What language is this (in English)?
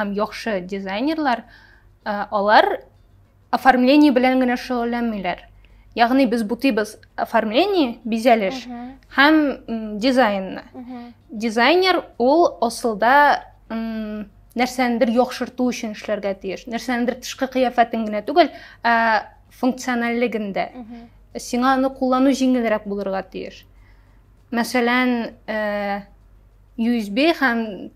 Tatar